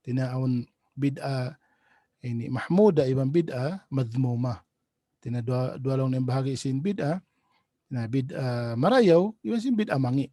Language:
Tausug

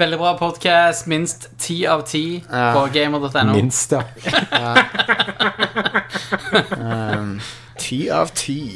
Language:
Norwegian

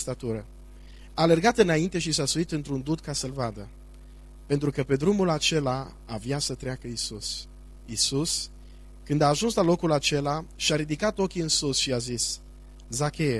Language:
Romanian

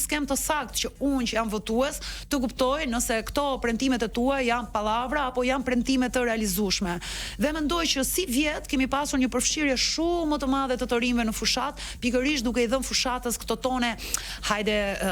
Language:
Albanian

